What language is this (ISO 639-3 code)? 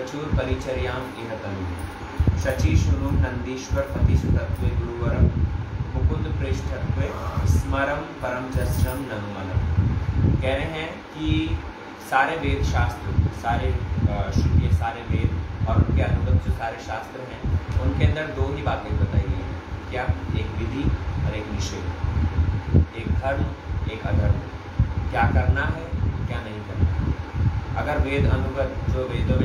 hin